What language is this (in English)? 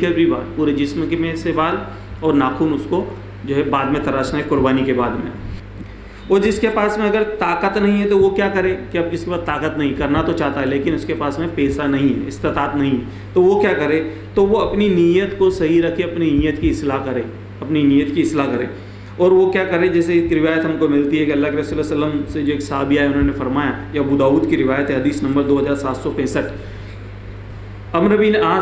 Urdu